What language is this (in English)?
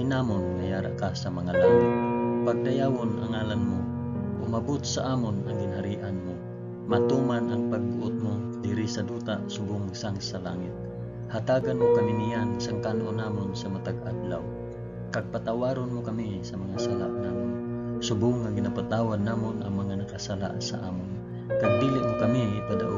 Hiligaynon